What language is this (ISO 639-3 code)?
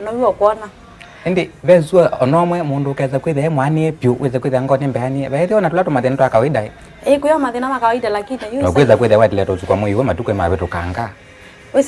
kam